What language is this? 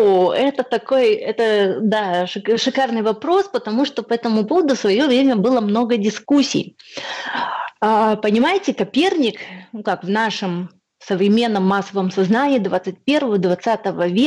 Russian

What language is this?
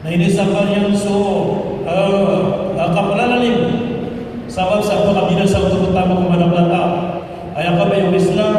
Maranao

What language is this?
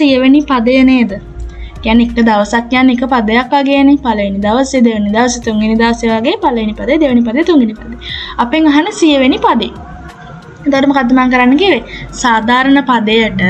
Sinhala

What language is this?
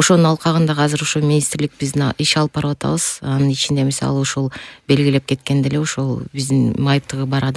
Kyrgyz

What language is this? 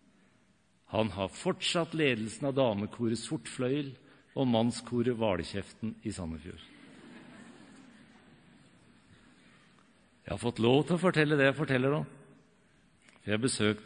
Norwegian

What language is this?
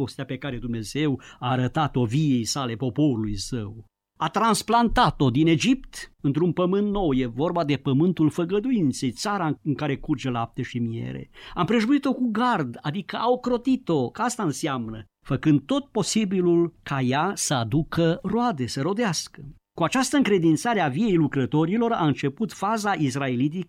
Romanian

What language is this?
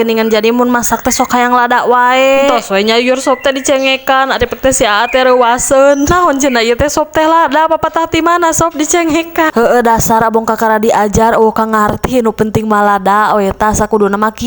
Sundanese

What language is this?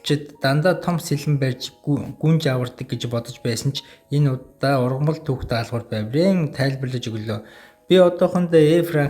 Mongolian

